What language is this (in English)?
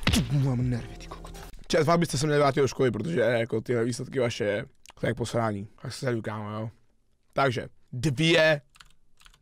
Czech